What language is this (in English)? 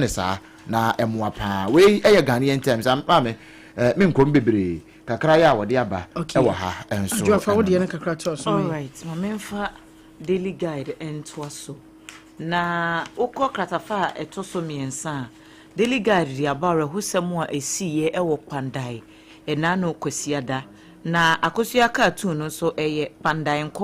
Akan